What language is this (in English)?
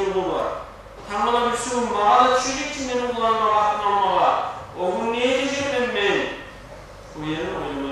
Kumyk